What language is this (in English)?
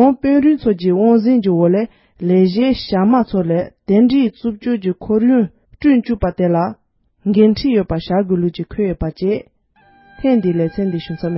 Tibetan